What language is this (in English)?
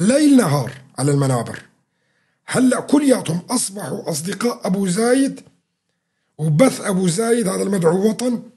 North Levantine Arabic